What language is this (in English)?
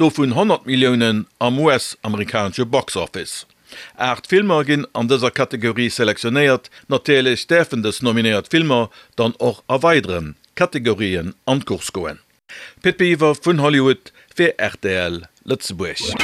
Luxembourgish